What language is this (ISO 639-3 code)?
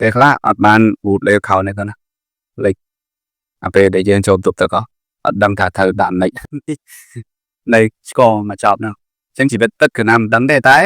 khm